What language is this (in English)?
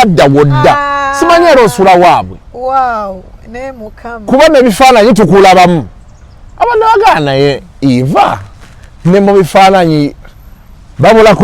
Ganda